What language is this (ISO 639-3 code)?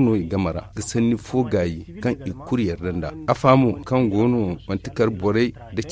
dje